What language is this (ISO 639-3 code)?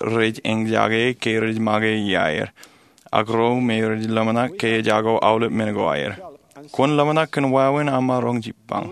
mah